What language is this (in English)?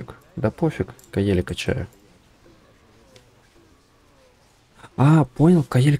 Russian